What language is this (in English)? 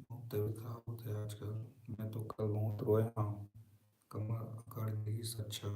Chhattisgarhi